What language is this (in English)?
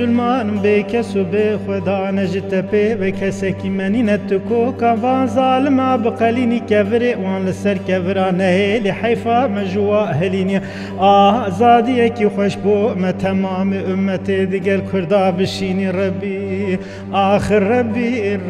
Kurdish